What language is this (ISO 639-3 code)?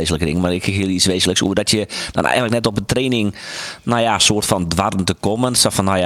fry